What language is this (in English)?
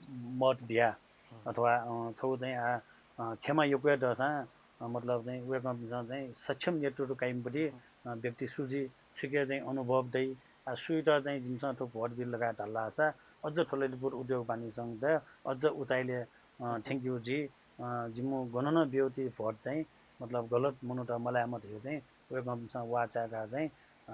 Newari